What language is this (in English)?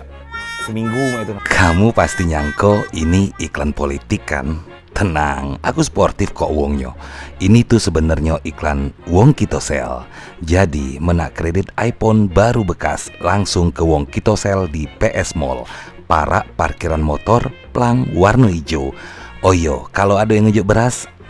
Musi